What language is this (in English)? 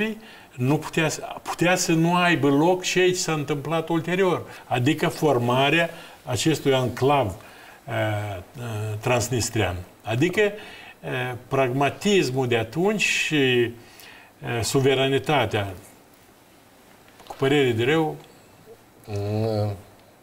Romanian